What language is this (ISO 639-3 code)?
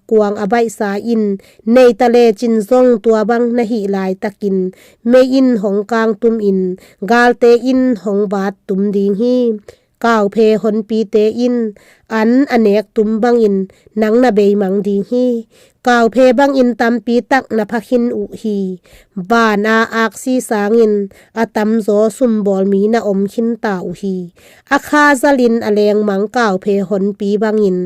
ctd